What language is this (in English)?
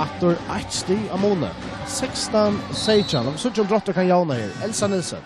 Faroese